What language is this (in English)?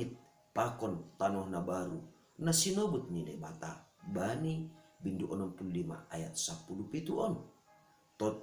Batak Simalungun